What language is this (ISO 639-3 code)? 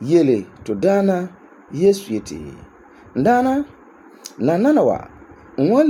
gur